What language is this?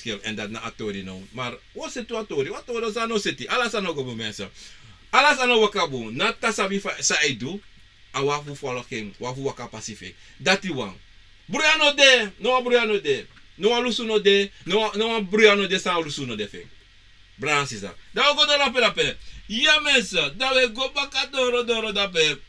Sranan Tongo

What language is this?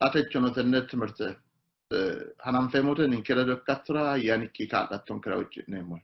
Sidamo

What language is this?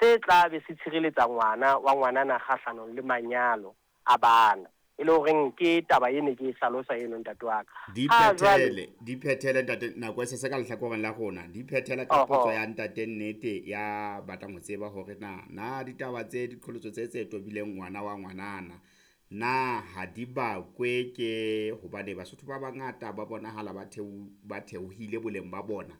Southern Sotho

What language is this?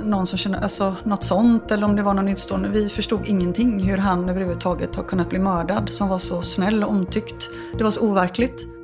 Swedish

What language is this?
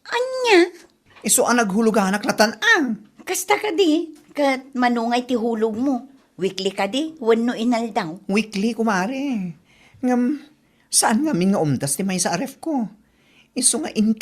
Iloko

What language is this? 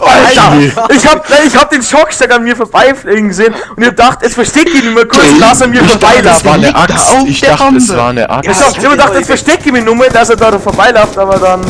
Bavarian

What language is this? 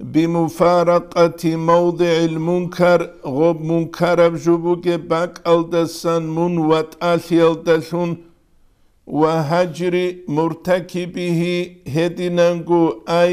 Avaric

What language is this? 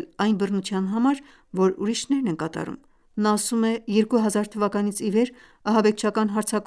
Armenian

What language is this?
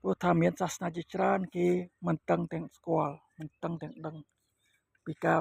Khmer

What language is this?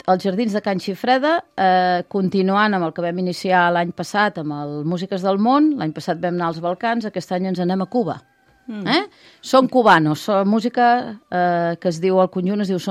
Catalan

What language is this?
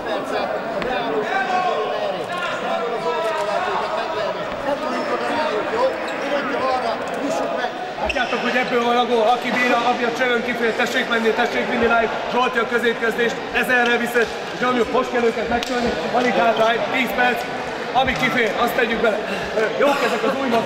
Hungarian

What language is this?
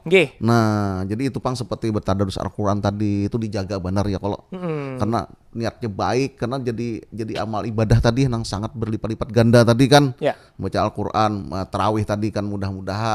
Banjar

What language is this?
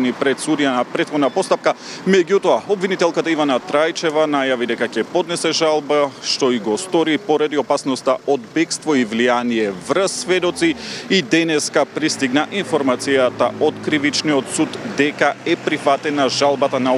Macedonian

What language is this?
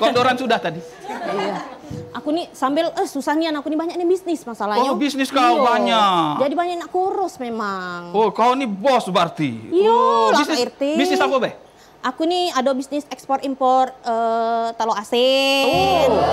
Musi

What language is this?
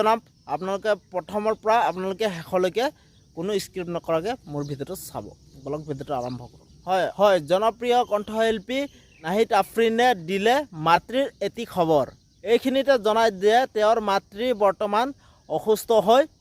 Assamese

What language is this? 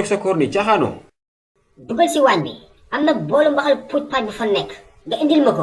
Wolof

